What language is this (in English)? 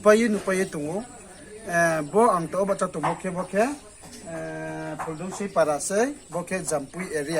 Riang (India)